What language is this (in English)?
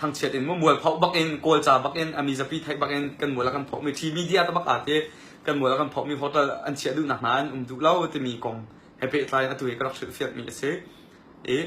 Hakha Chin